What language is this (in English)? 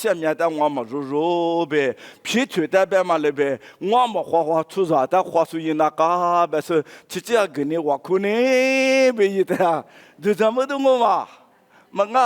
Lisu